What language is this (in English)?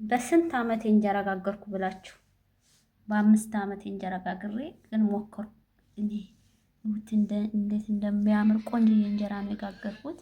Amharic